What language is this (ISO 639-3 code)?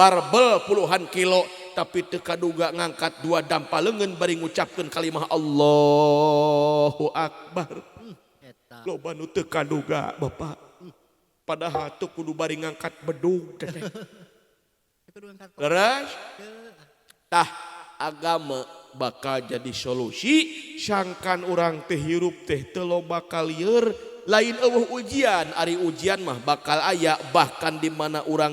sun